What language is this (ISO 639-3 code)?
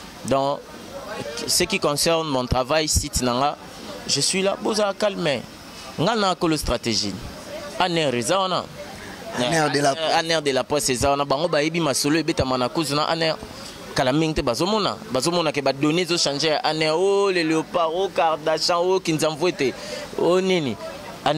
lin